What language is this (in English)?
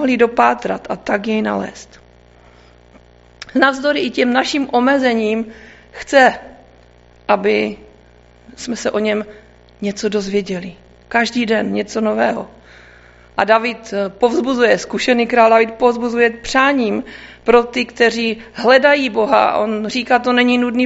Czech